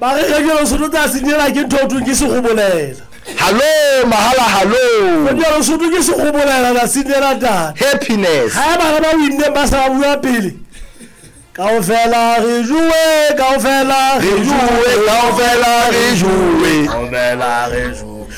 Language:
Southern Sotho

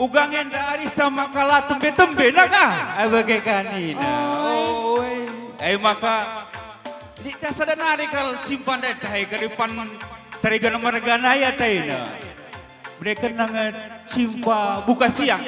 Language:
Batak Karo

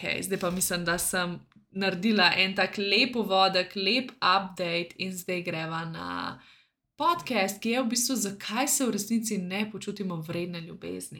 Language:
Slovenian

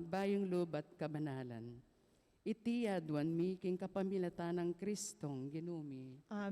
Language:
Pampanga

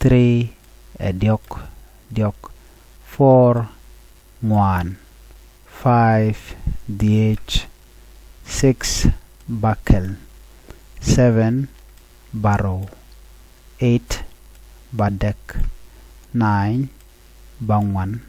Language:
Nuer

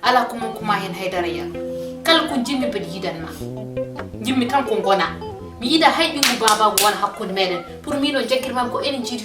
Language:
Fula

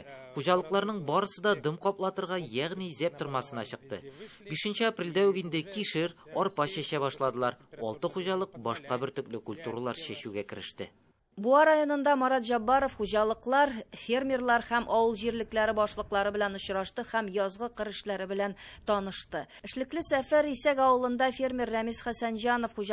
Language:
Tatar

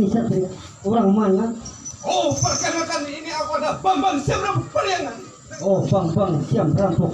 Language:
Banjar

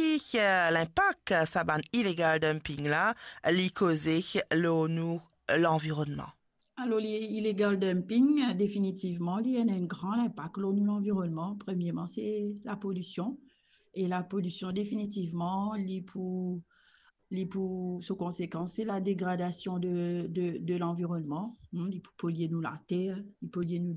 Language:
Morisyen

